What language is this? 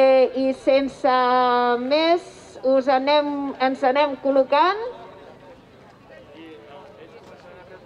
Catalan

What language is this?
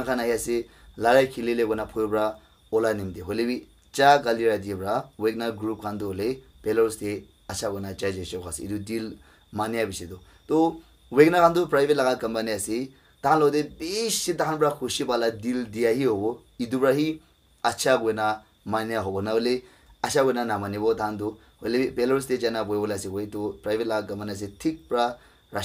Naga Pidgin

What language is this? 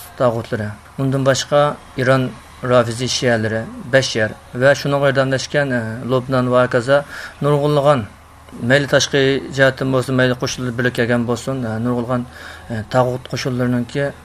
Uyghur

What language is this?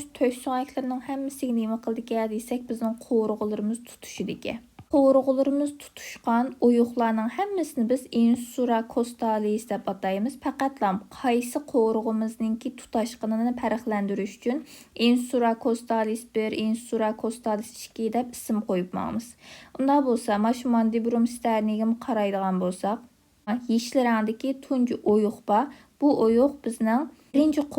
Uyghur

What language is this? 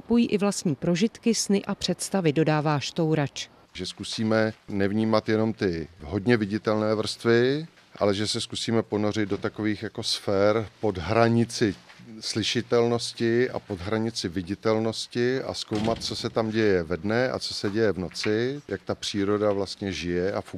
Czech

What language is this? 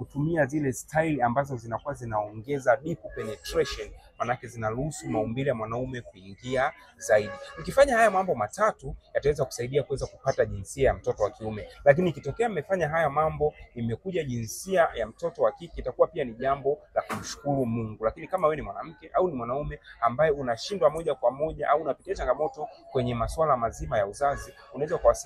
Swahili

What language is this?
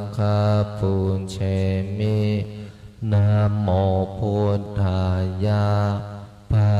Pali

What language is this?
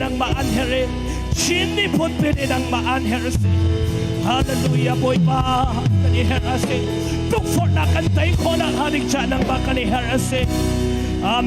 Hakha Chin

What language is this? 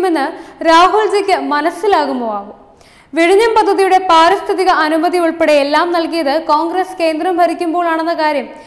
Malayalam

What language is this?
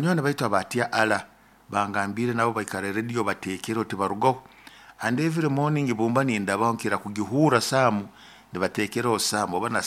Nyoro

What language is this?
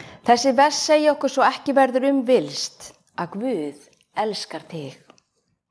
Icelandic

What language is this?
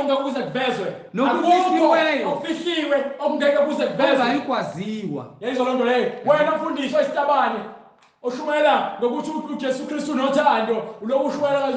Zulu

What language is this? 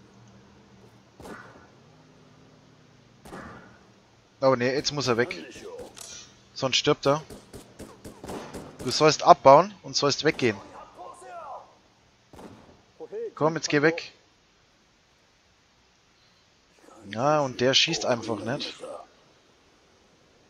German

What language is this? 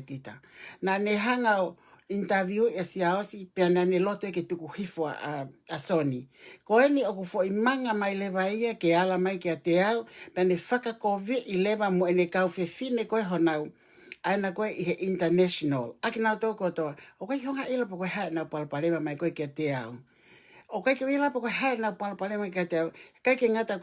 Tongan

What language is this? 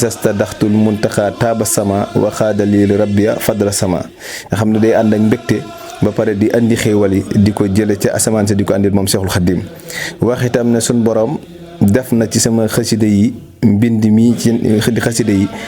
Wolof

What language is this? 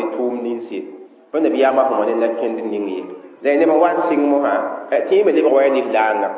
Mossi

